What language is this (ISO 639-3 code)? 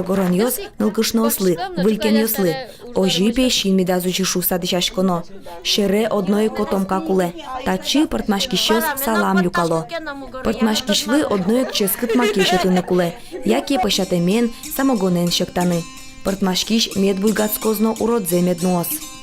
udm